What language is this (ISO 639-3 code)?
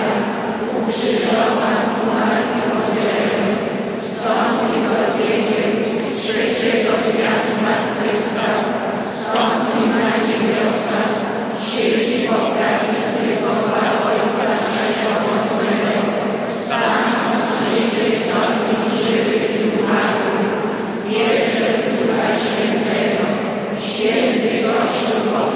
pol